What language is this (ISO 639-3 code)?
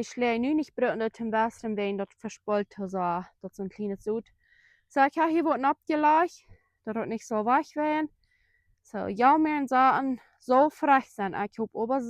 pdt